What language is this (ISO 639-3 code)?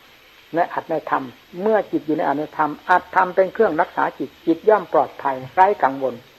tha